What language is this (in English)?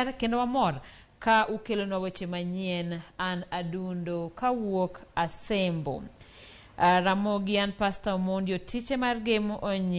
Luo (Kenya and Tanzania)